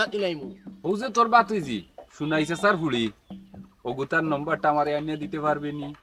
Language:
Sylheti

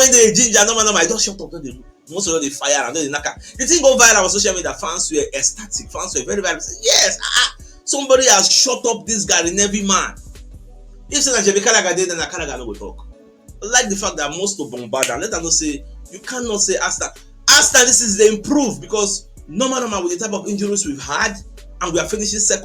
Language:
Nigerian Pidgin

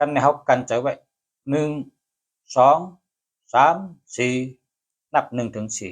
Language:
Shan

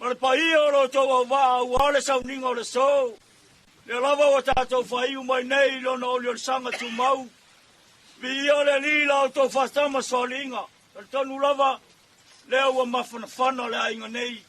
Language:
Samoan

